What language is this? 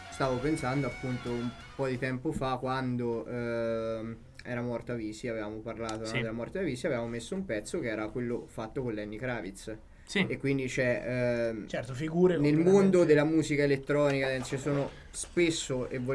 Italian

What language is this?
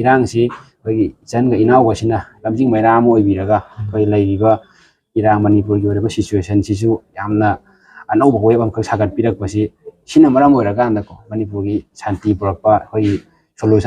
Manipuri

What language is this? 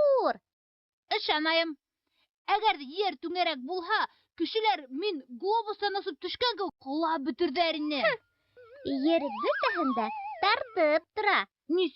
Bashkir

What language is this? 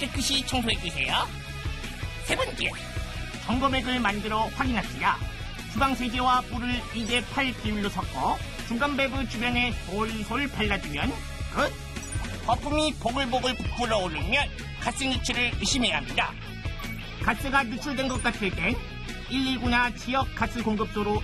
Korean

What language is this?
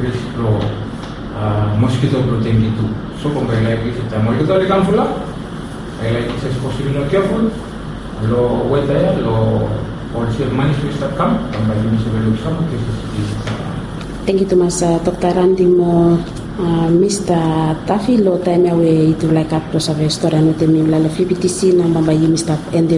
Bislama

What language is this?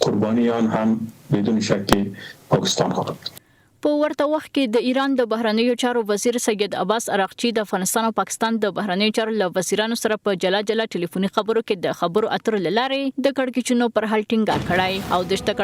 Pashto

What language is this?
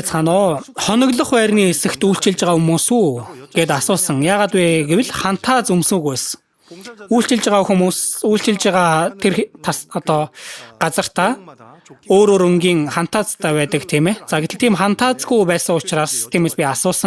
Mongolian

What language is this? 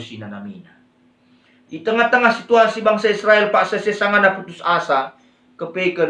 Batak Karo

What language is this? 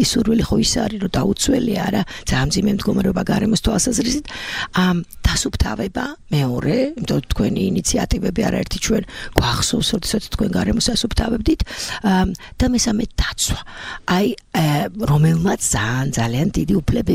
Georgian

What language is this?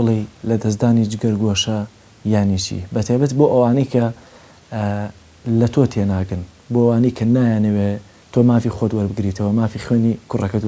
Central Kurdish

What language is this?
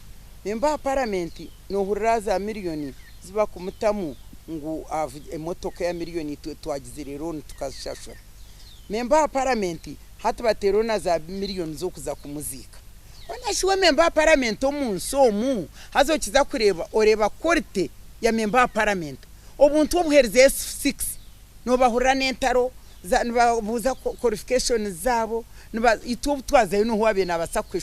Nyankole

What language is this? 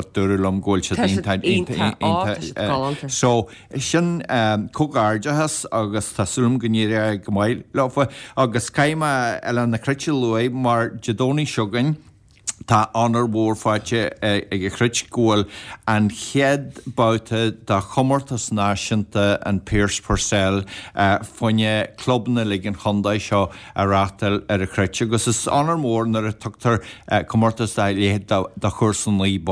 Irish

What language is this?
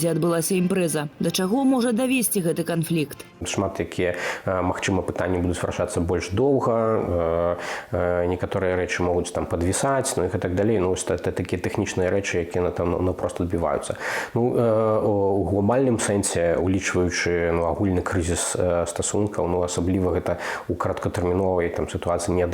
Belarusian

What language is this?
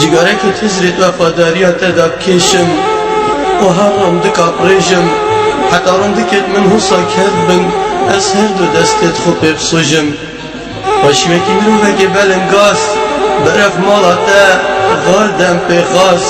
Kurdish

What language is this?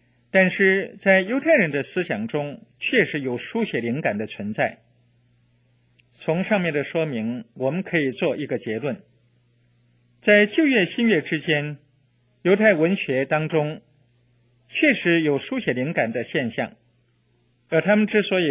Chinese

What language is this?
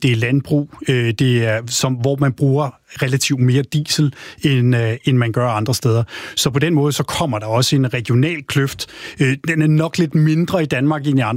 Danish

